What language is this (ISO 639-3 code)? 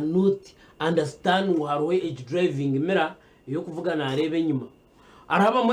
nyn